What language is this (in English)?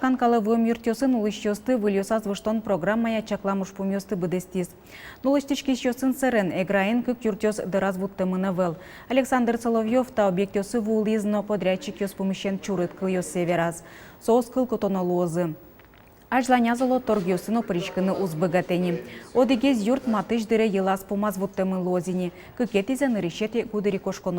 Udmurt